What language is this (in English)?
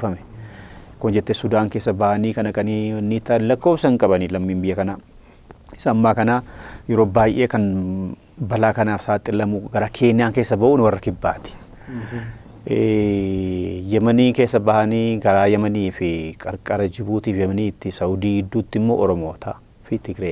Oromo